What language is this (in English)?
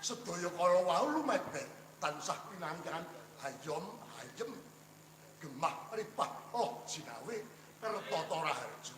Javanese